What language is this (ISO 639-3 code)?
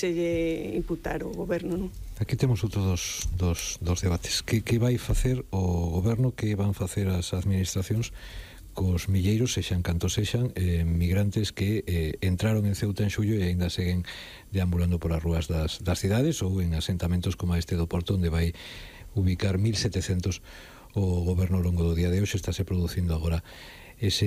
glg